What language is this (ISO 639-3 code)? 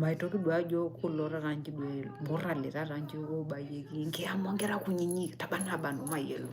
mas